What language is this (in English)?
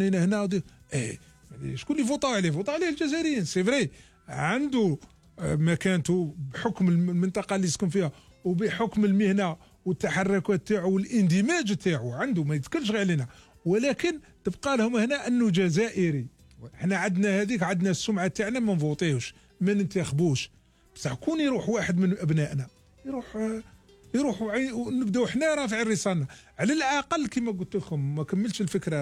Algerian Arabic